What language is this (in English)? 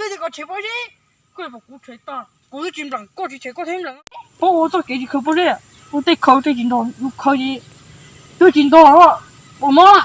Hmong